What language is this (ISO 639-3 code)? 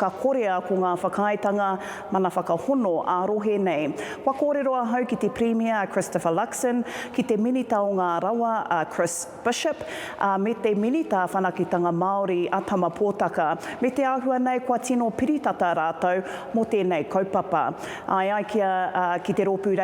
mri